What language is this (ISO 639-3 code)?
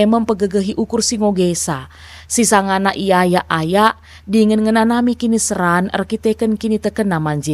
btx